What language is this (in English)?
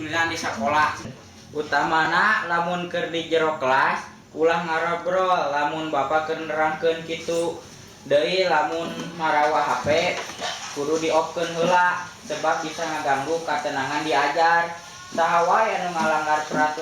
Sundanese